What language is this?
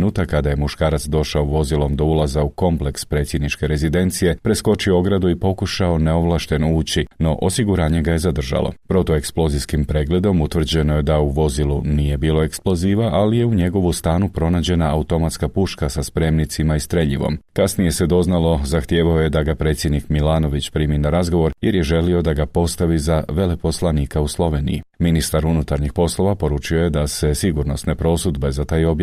Croatian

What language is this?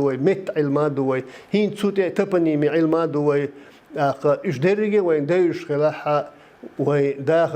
Chechen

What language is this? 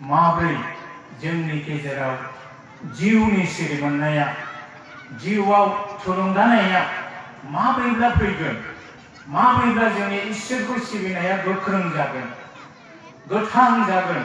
Bodo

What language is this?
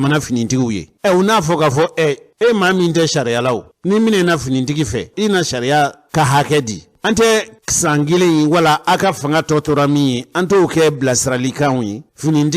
Bambara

